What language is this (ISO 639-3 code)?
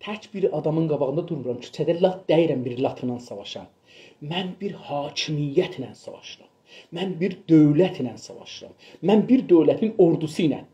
azb